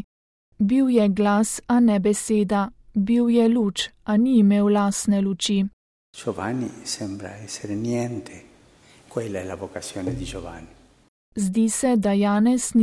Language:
Slovenian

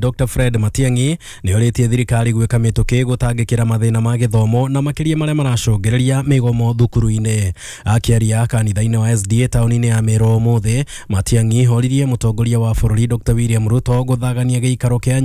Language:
Kikuyu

